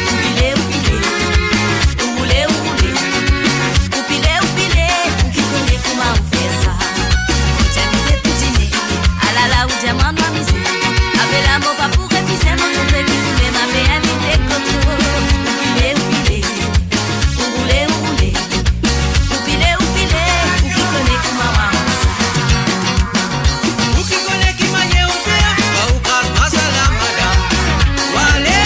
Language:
Morisyen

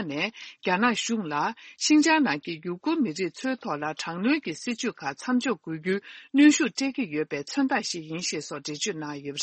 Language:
Tibetan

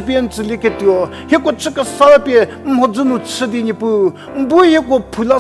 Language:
Angami Naga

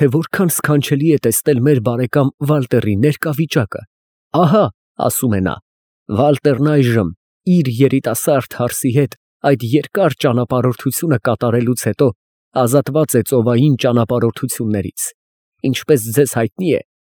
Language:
Armenian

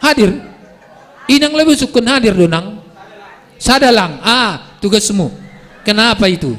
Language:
Batak Simalungun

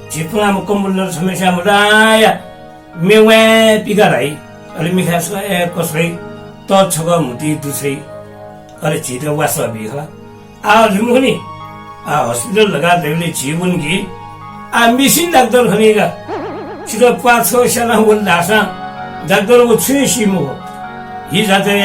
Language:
Newari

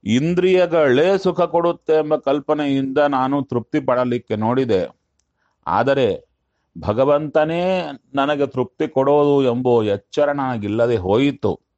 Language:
Kannada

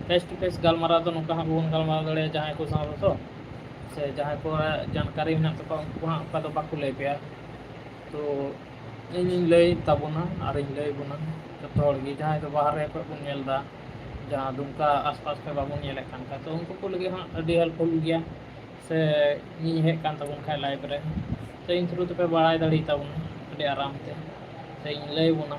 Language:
Santali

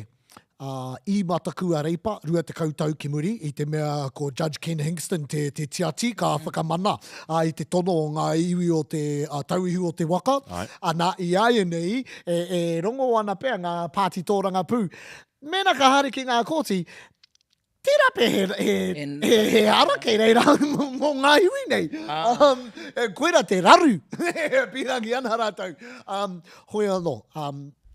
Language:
Māori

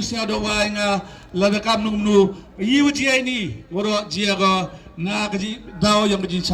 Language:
Khasi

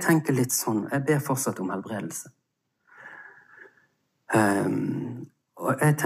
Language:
Norwegian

